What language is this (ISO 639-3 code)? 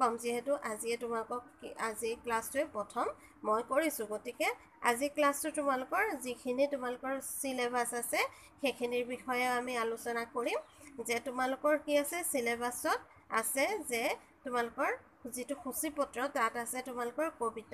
asm